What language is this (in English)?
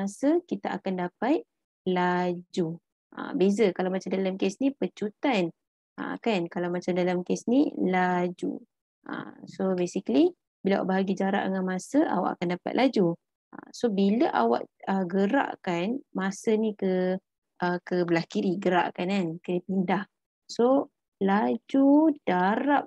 Malay